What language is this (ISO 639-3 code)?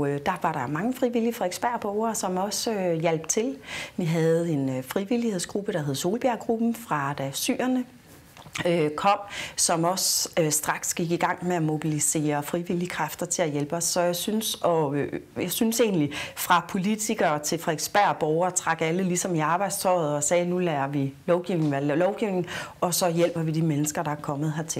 dan